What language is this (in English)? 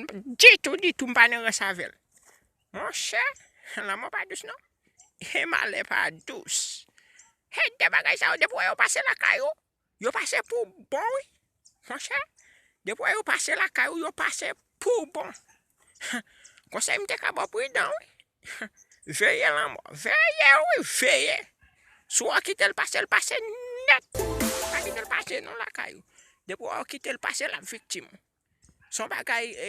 Haitian Creole